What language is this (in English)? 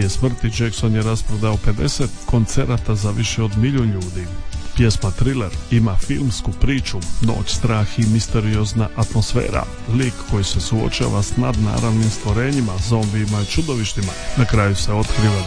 Croatian